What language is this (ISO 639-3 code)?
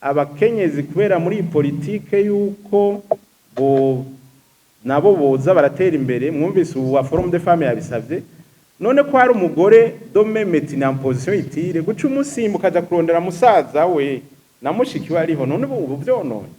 run